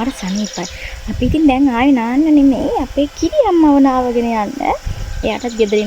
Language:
Sinhala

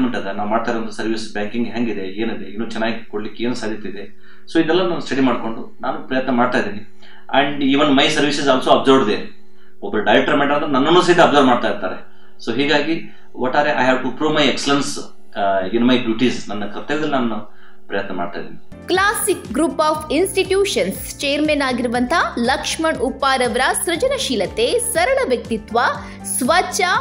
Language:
Kannada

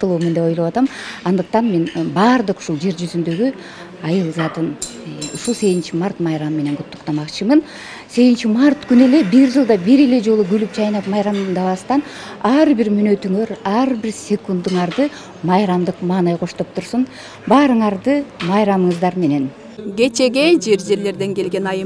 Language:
Kyrgyz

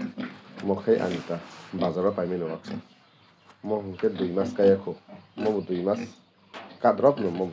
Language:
Kok Borok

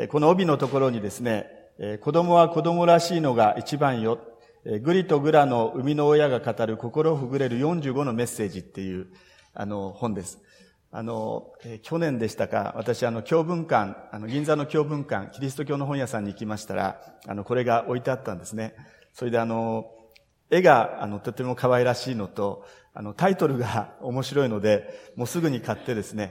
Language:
Japanese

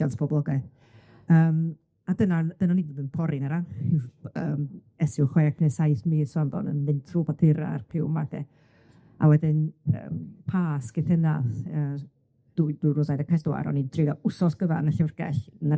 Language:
Welsh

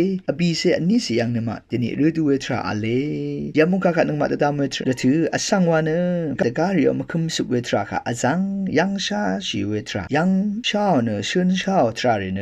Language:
Rawang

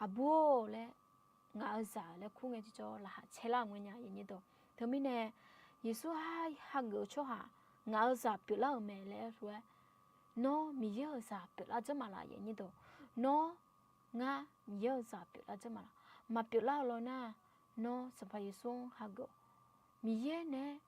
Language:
Akha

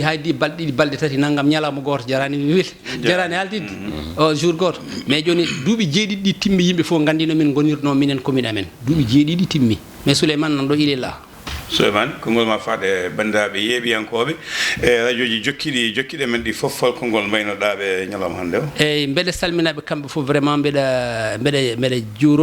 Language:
Fula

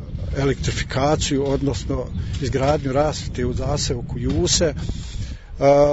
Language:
Bosnian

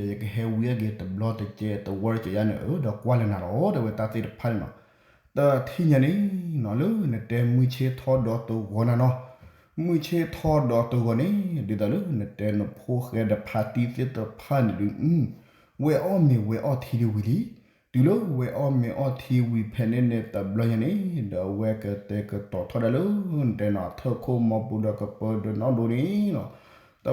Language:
S'gaw Karen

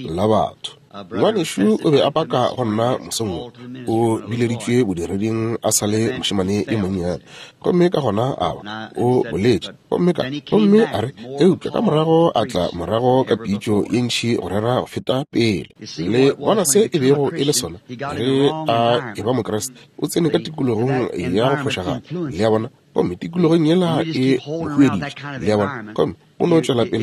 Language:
Northern Sotho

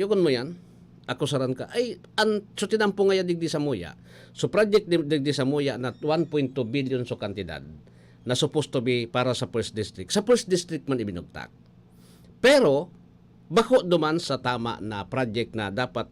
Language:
Bikol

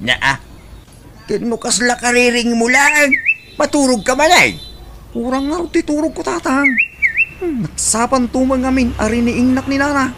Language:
Iloko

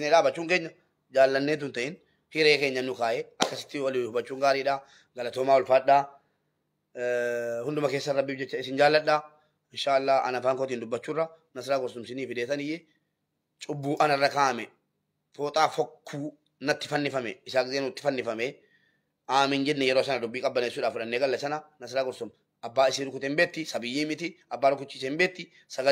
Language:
Oromo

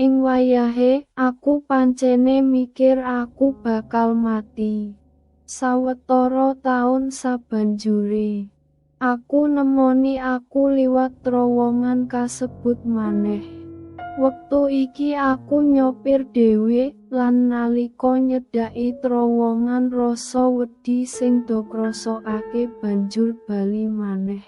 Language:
Javanese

